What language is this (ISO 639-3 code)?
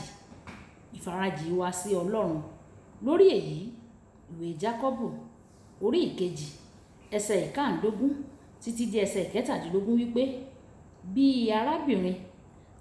yor